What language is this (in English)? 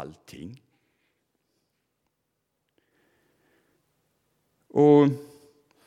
Swedish